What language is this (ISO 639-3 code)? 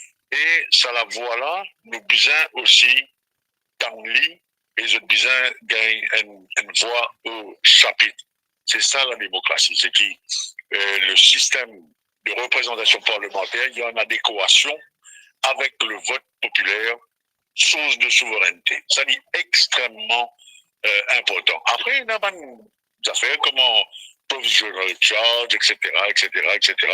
mfe